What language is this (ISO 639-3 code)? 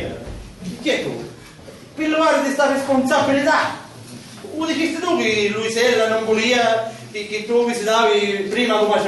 scn